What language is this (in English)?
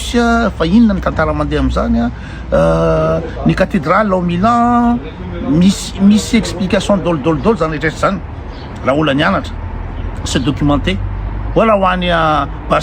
Malagasy